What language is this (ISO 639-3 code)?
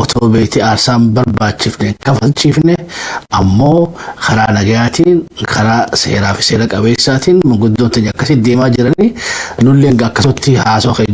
orm